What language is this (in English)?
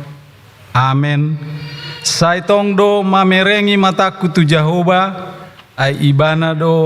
Batak Toba